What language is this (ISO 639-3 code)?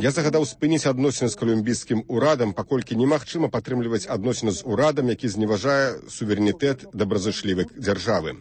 bel